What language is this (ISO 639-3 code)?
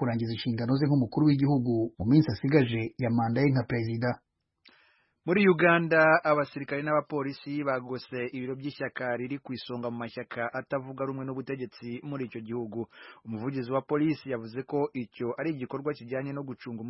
kin